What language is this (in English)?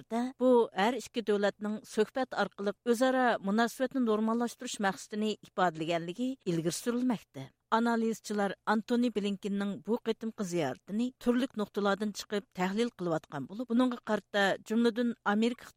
Uyghur